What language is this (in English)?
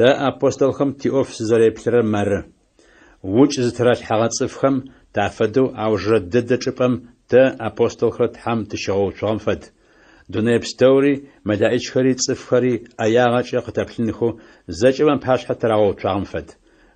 Adyghe